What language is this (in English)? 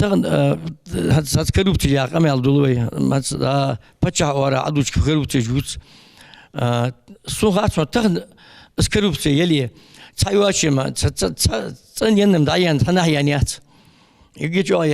Ingush